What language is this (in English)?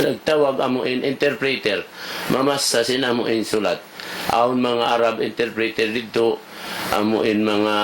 Tausug